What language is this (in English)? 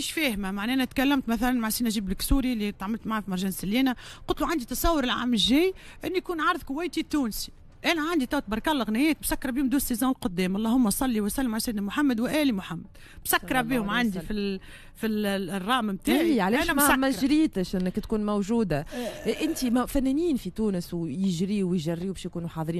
Tunisian Arabic